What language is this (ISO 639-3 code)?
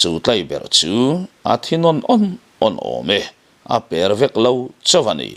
lus